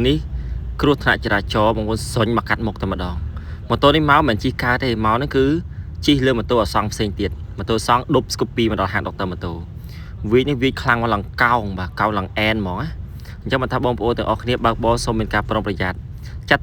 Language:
Khmer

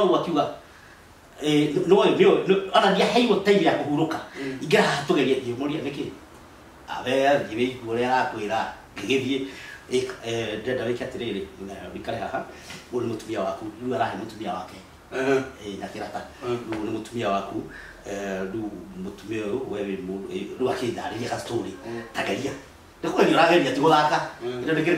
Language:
Kikuyu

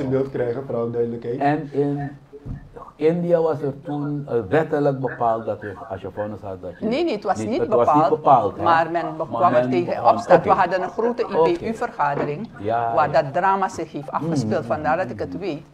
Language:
Dutch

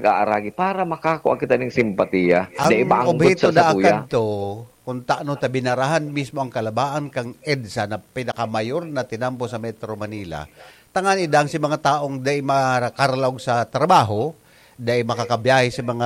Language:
Bikol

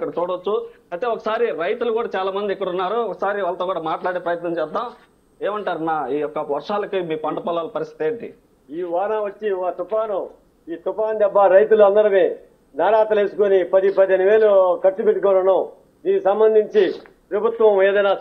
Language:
Telugu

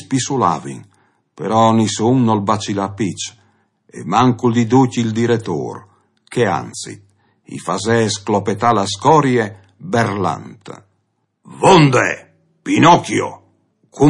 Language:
Friulian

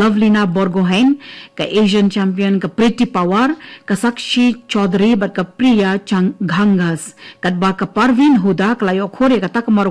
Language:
Khasi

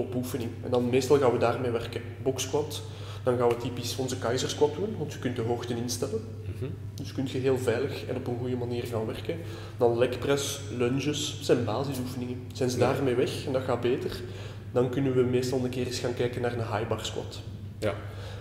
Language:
Dutch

